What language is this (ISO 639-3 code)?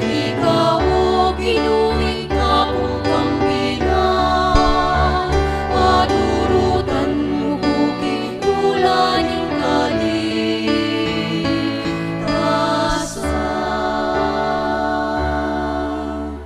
pam